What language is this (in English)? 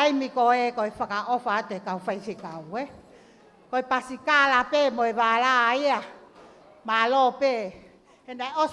Tongan